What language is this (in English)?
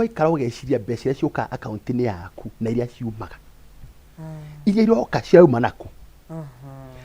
Kikuyu